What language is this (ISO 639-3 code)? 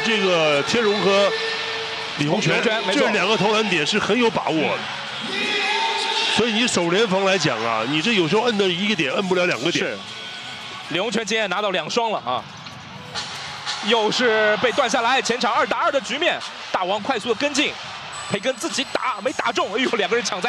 zho